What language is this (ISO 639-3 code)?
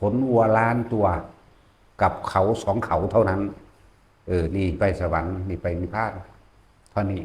tts